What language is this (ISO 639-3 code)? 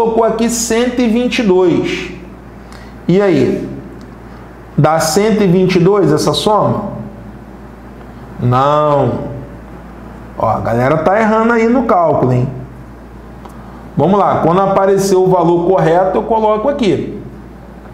por